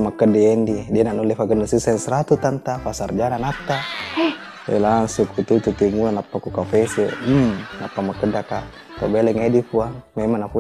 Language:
Buginese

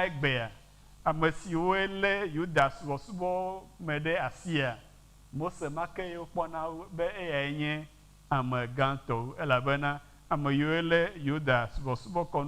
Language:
Ewe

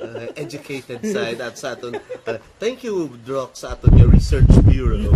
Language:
Hiligaynon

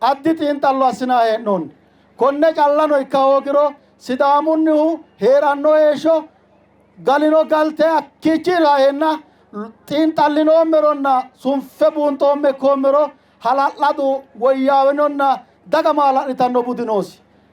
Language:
Sidamo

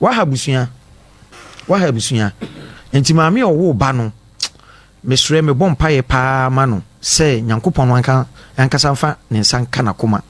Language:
Akan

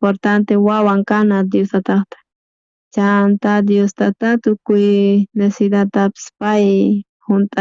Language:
South Bolivian Quechua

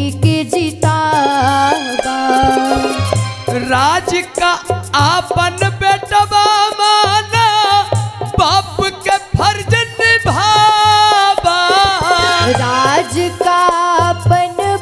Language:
Bhojpuri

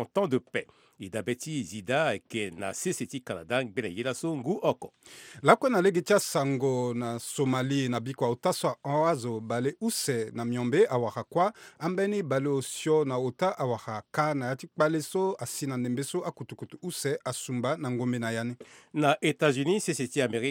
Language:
Sango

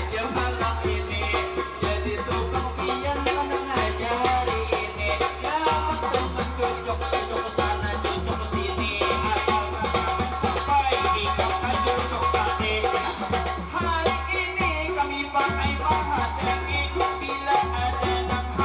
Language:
Banjar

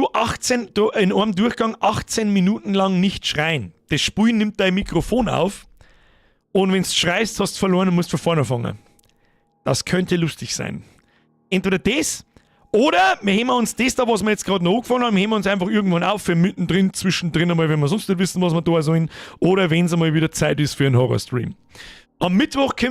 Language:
Bavarian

